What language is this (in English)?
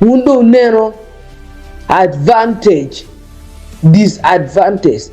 Acoli